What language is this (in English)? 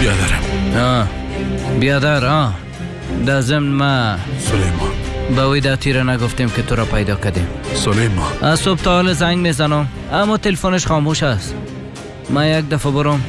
Persian